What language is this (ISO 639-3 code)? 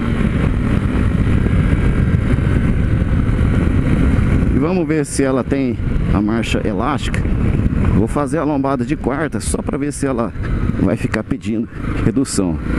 por